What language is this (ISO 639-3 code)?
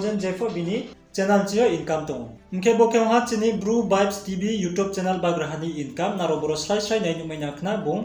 ria